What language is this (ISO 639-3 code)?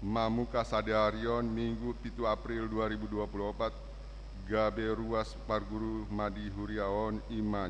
bbc